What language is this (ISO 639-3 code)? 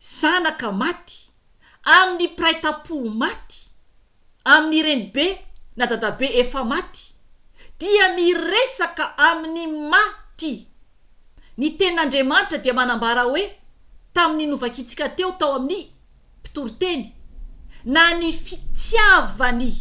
mlg